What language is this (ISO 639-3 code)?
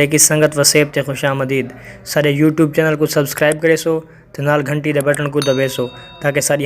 skr